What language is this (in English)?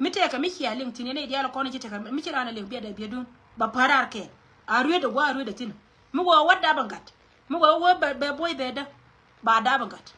Nuer